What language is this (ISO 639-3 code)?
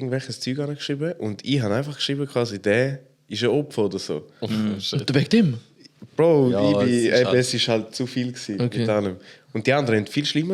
gsw